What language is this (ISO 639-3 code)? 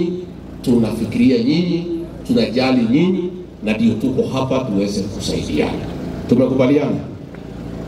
kik